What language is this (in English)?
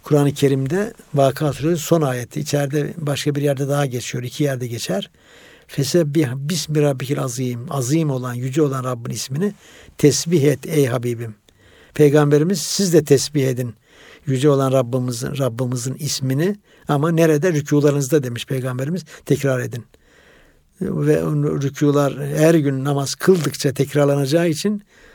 Turkish